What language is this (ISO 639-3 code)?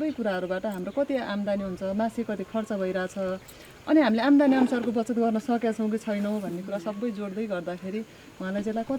nep